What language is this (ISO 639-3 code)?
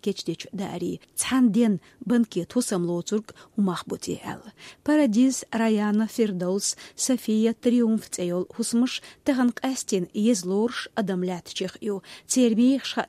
che